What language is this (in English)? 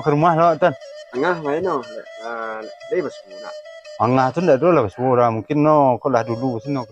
Minangkabau